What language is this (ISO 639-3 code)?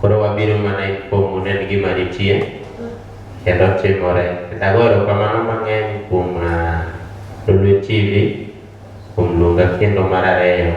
luo